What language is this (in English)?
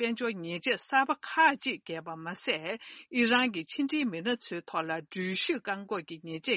Tibetan